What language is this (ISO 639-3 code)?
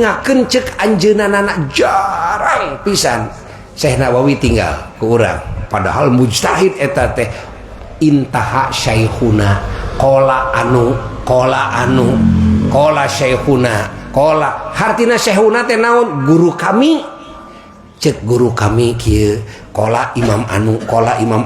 sun